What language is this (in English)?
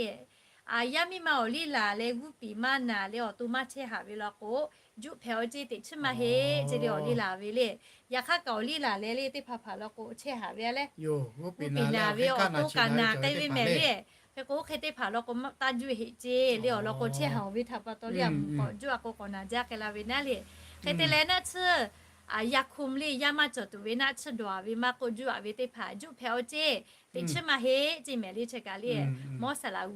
Lahu